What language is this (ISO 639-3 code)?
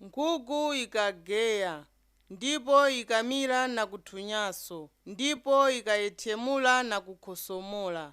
nya